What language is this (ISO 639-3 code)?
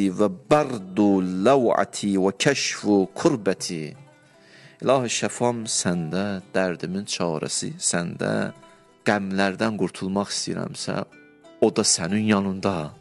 aze